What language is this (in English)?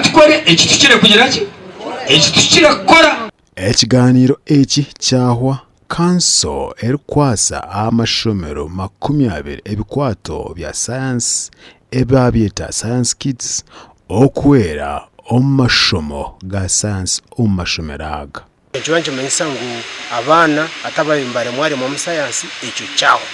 Nyankole